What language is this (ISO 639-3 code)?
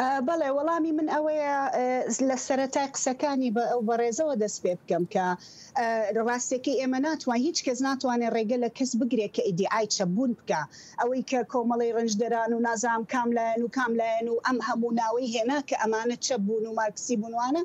ckb